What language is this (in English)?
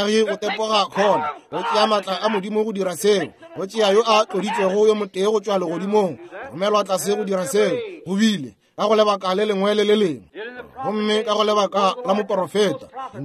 Northern Sotho